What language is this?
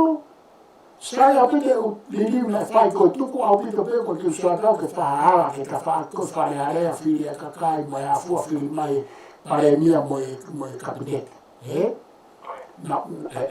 Tongan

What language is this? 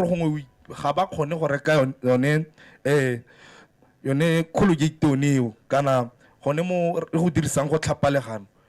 Tswana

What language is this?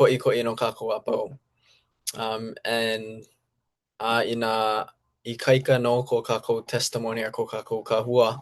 Hawaiian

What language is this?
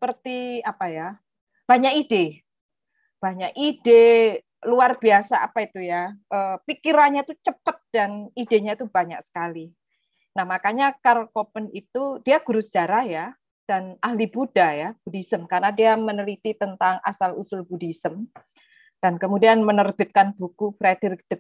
Indonesian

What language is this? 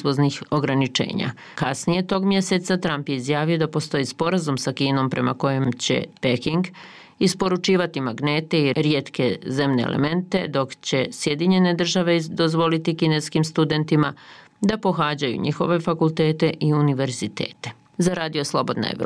Bosnian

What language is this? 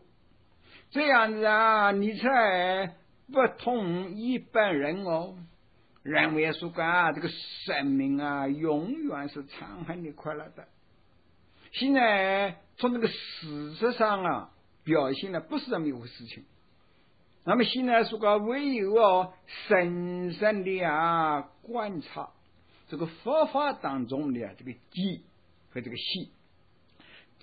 Chinese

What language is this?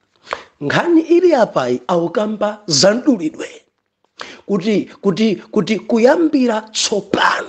Nyanja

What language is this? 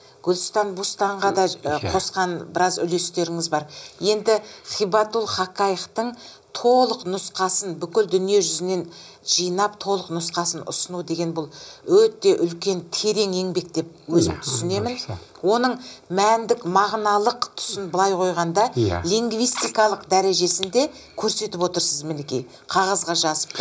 Kazakh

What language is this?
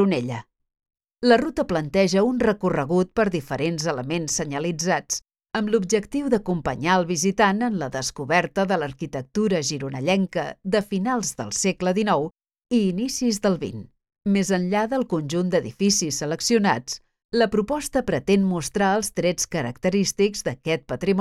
Catalan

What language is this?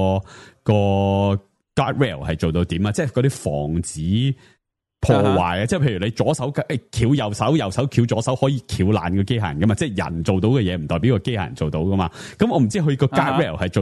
Cantonese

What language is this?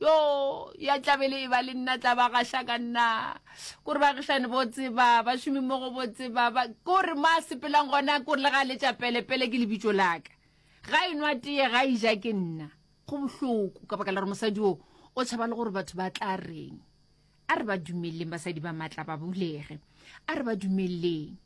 Northern Sotho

